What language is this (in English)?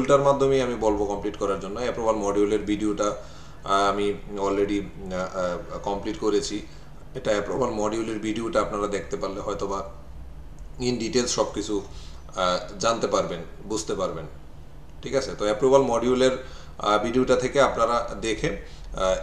Bangla